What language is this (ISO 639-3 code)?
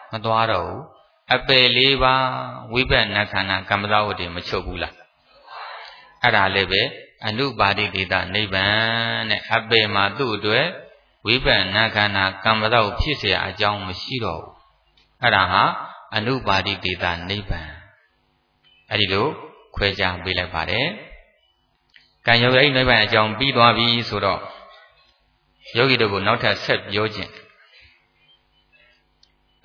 mya